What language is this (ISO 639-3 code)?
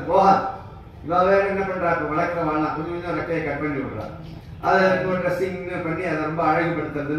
tam